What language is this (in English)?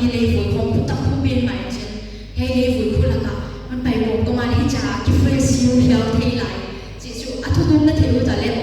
Paite Chin